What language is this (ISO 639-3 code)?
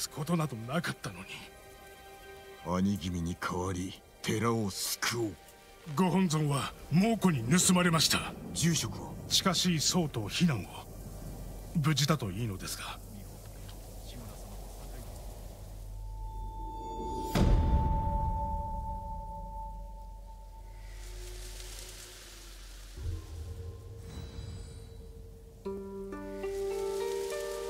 jpn